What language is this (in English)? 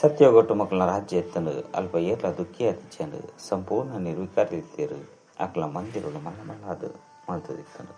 Tulu